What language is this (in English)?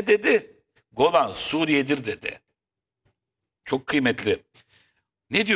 Turkish